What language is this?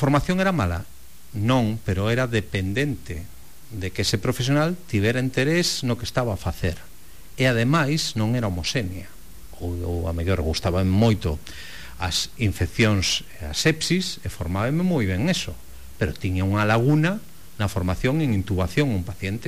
Galician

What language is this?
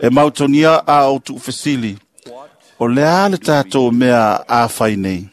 Samoan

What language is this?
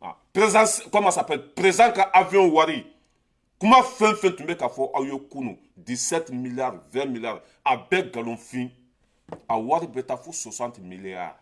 Bambara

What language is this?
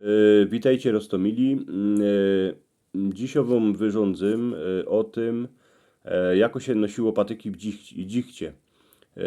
Silesian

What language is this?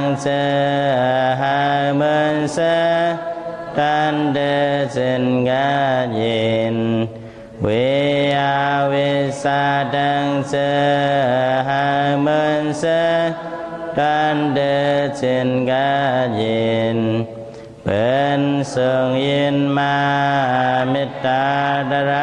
Shan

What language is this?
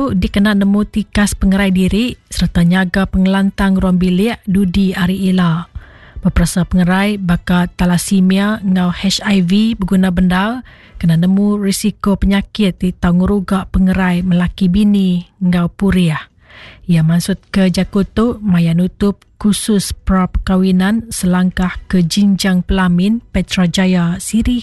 Iban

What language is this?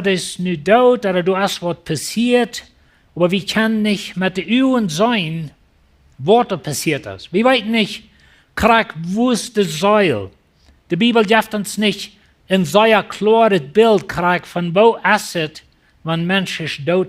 Plautdietsch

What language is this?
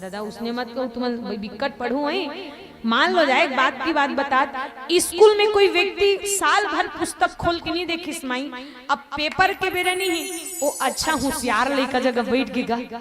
Chhattisgarhi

